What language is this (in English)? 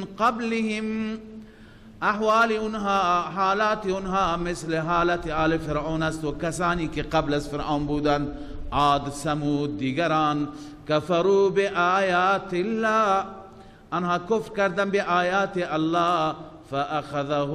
Persian